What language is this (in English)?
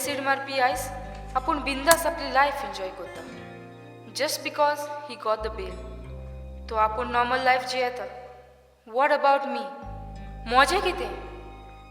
Konkani